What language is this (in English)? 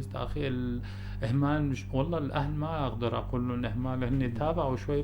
North Levantine Arabic